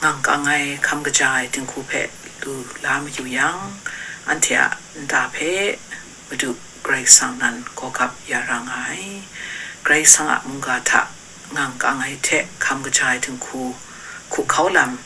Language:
Kachin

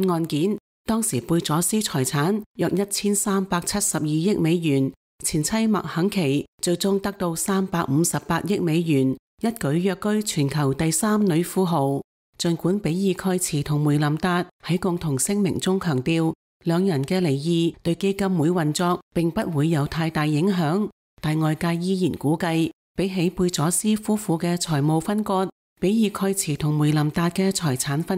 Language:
Cantonese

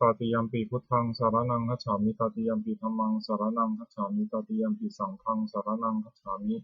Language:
Pali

